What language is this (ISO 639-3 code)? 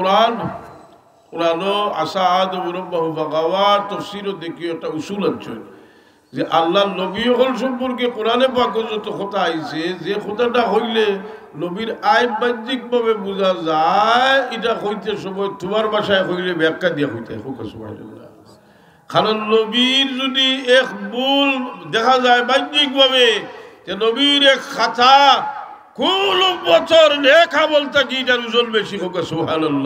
syl